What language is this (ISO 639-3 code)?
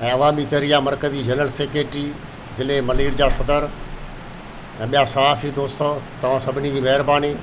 snd